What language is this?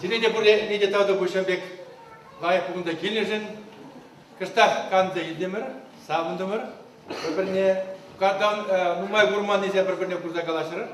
Chuvash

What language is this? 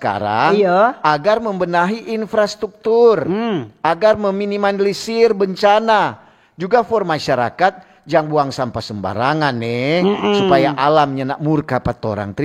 Manado Malay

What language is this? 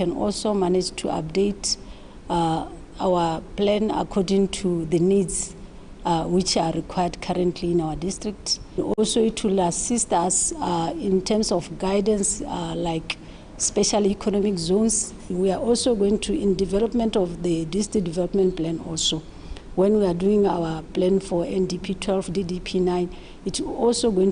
Tswana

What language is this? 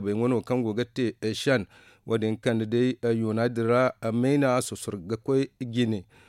Zarma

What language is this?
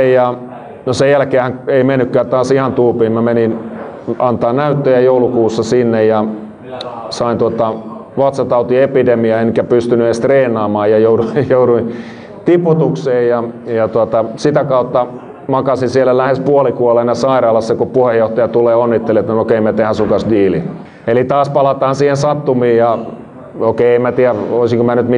Finnish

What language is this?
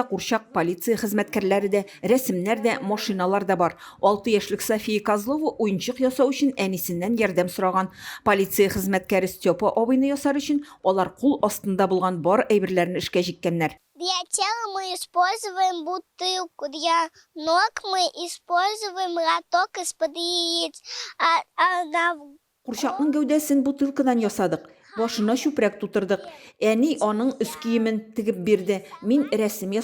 Tatar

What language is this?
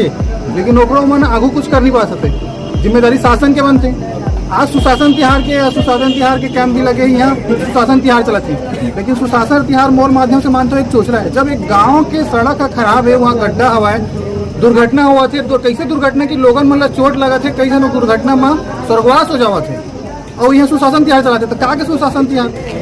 Chhattisgarhi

